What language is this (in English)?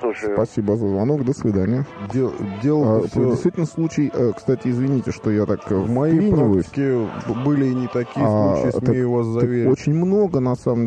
Russian